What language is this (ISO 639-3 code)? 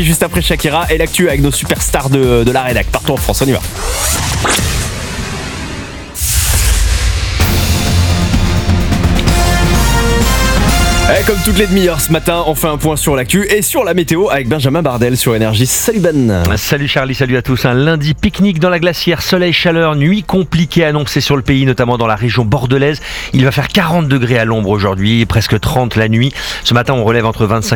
fra